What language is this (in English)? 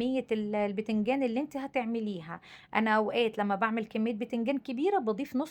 Egyptian Arabic